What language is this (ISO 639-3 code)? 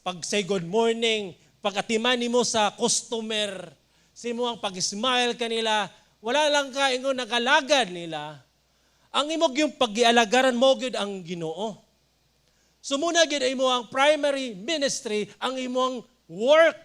ceb